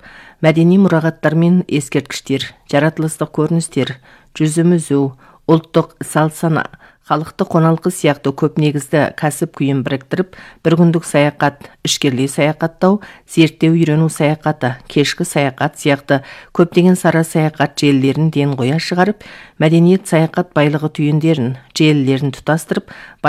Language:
Kazakh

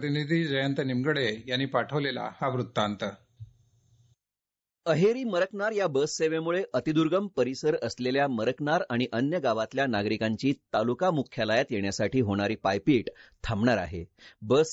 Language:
Marathi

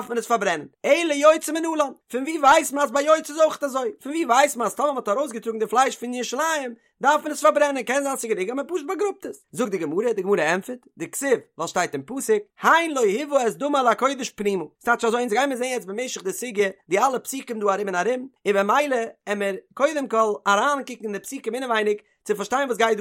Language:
Yiddish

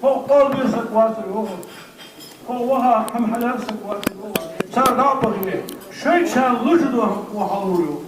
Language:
Ingush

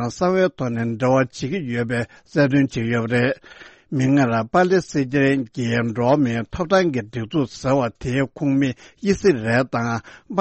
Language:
Tibetan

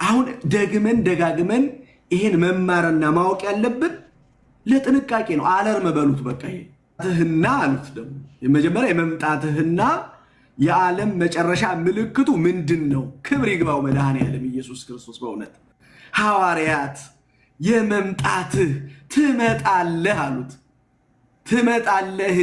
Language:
Amharic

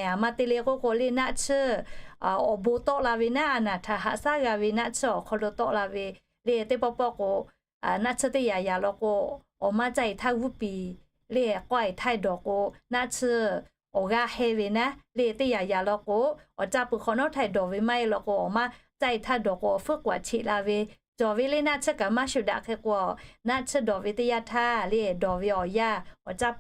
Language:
Lahu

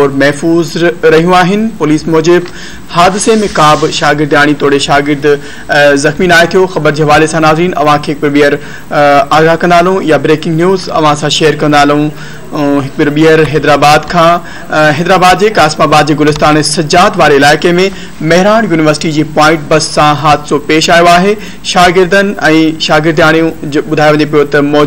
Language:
Sindhi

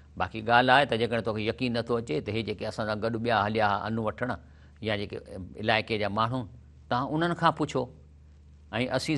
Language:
Sindhi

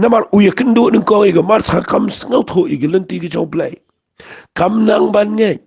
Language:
Khasi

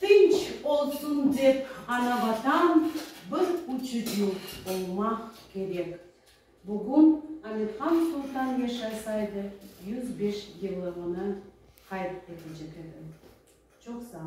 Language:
Crimean Tatar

